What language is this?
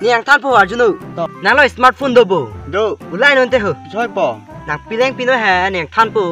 Karbi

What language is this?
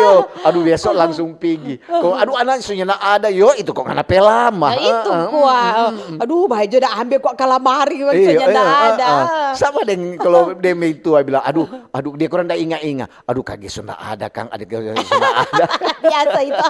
Manado Malay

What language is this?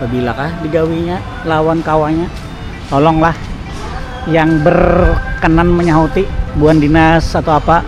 Banjar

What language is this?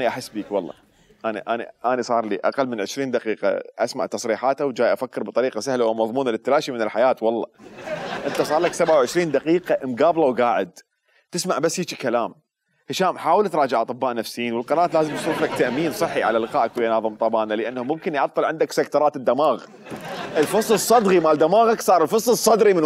Mesopotamian Arabic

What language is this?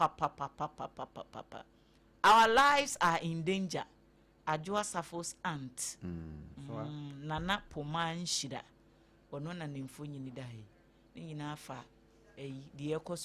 Akan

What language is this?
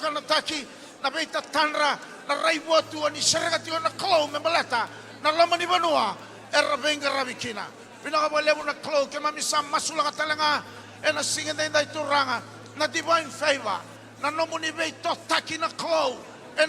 Fijian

